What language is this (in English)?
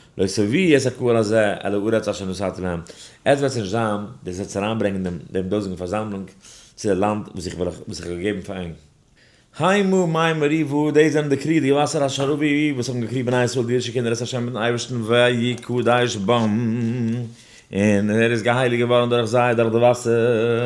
Yiddish